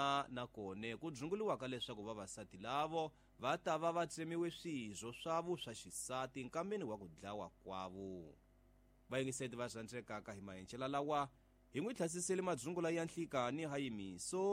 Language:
Tsonga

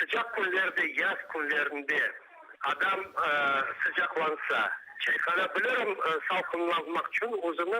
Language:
Crimean Tatar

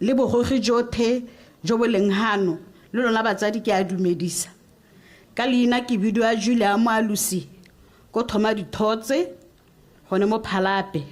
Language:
Tswana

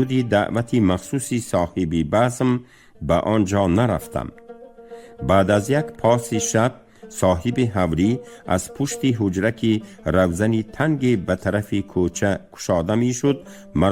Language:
Tajik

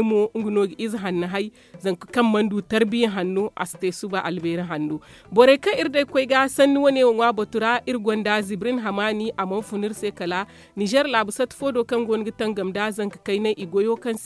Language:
Zarma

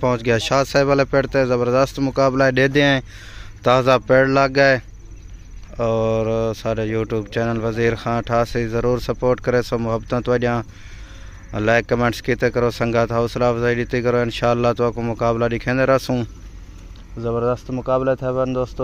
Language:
Saraiki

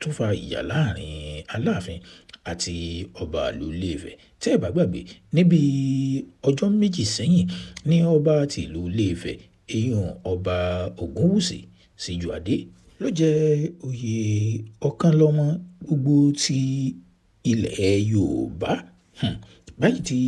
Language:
Yoruba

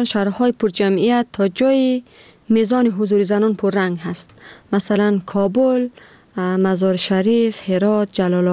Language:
Persian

